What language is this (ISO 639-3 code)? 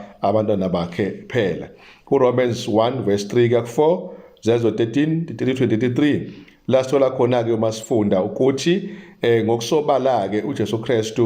zul